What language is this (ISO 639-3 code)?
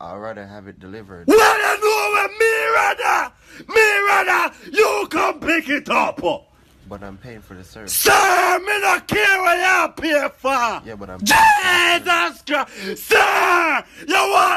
jam